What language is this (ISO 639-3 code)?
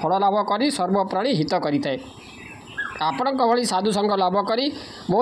ori